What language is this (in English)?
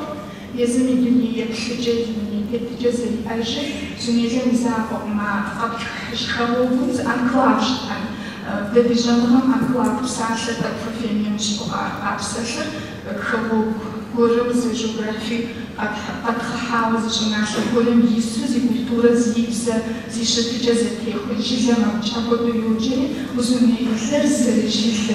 Kabardian